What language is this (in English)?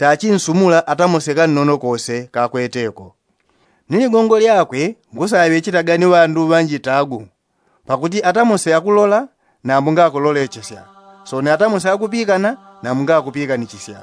Yao